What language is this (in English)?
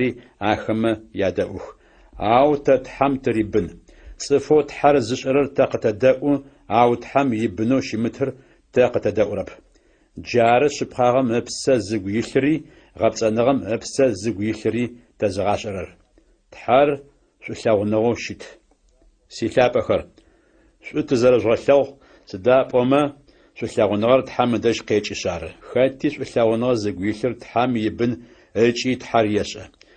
Adyghe